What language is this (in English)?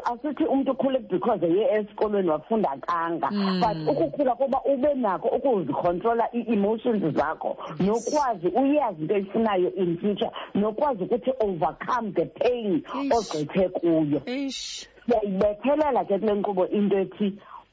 Xhosa